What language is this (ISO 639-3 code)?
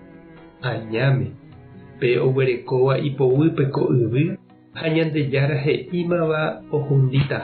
grn